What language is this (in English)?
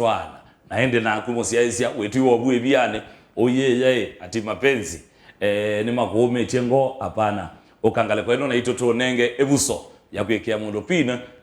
Kamba